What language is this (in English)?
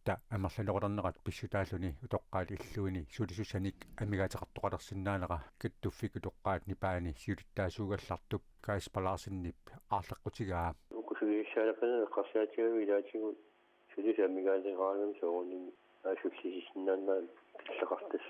Kalaallisut